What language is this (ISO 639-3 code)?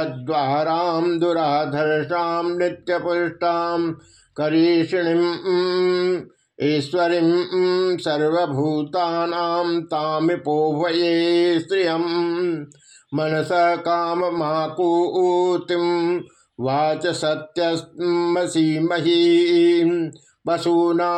san